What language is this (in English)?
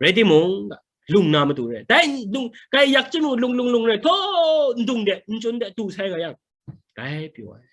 Kachin